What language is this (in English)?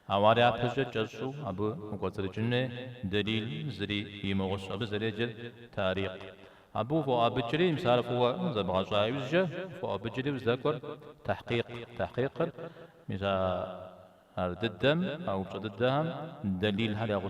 Kabardian